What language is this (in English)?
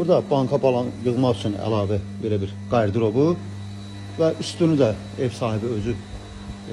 Azerbaijani